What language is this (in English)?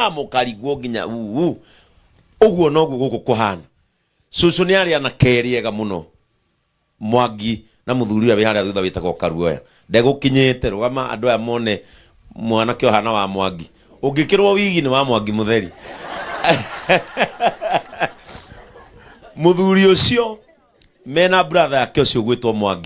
Kikuyu